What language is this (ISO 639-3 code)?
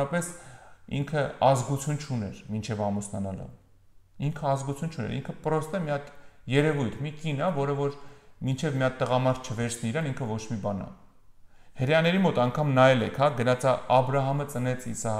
hye